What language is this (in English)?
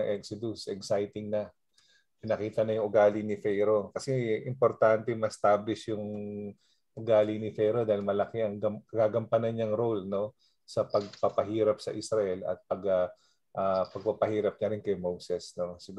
Filipino